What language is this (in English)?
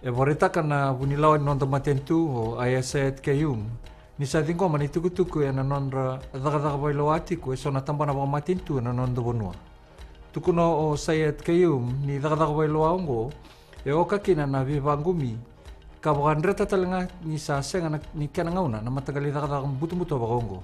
Fijian